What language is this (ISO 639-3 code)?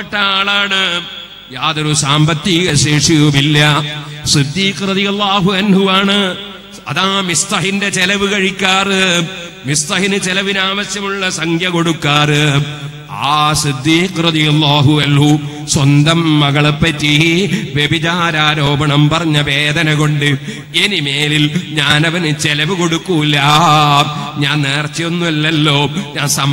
mal